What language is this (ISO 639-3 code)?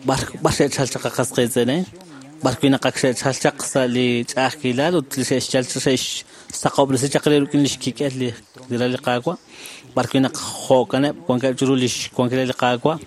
kek